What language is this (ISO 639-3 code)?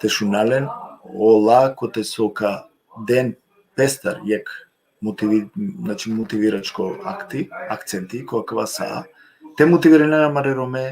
rmn